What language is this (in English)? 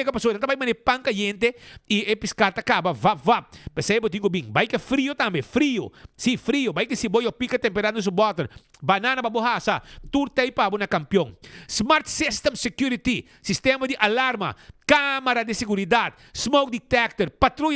Papiamento